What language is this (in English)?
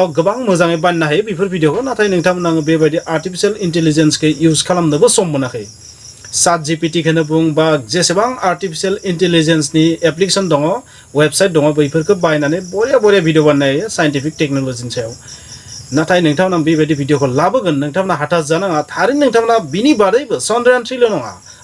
Bodo